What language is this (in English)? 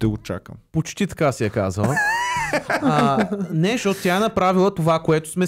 Bulgarian